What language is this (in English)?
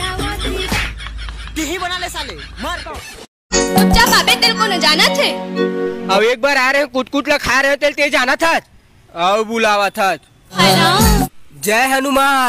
Chhattisgarhi